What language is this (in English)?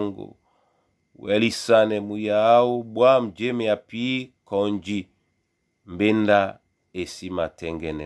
Duala